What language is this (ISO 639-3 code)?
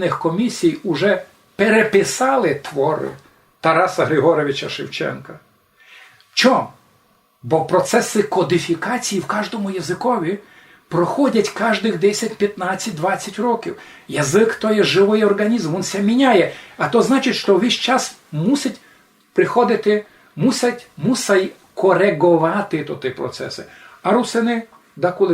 rue